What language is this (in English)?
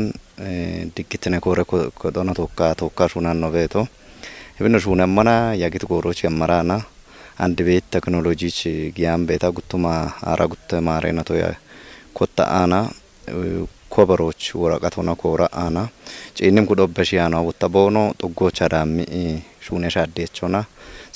Kafa